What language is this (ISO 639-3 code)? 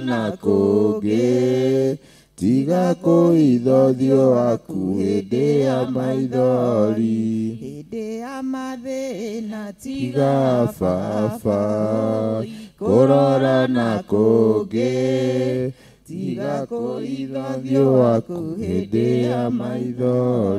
kik